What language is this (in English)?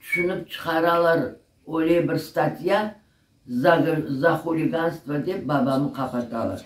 Crimean Tatar